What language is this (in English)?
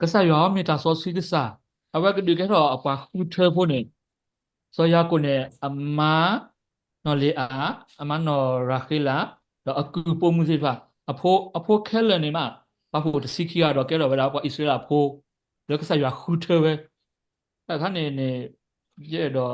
S'gaw Karen